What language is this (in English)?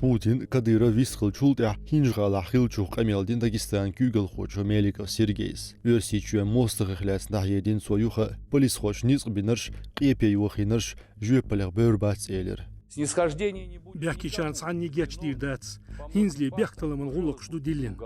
Chechen